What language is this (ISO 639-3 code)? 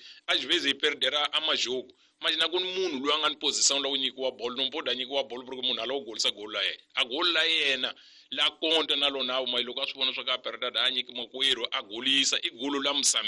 tso